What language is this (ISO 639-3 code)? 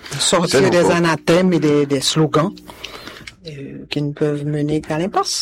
fra